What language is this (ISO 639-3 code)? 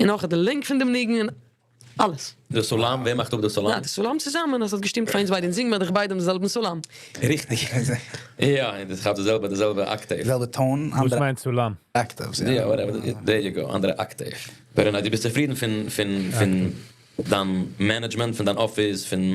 yid